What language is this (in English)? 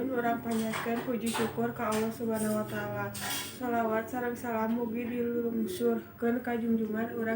Sundanese